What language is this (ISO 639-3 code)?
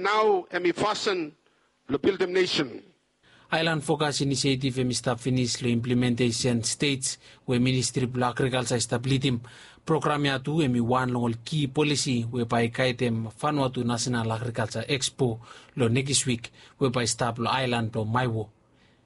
bis